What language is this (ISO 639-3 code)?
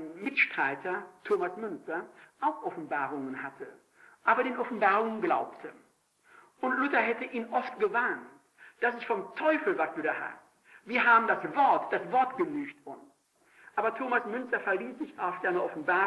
deu